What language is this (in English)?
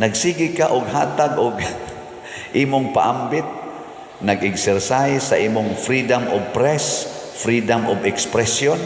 Cebuano